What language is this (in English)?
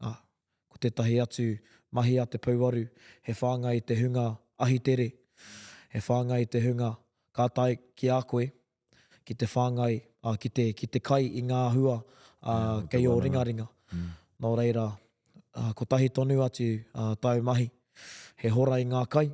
Māori